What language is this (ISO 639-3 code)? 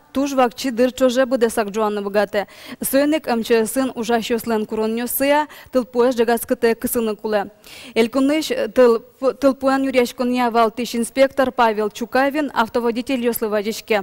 udm